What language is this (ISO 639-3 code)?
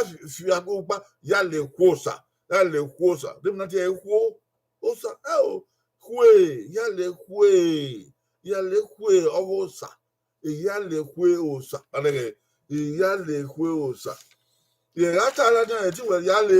bin